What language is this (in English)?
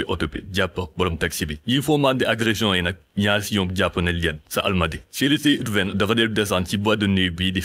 Wolof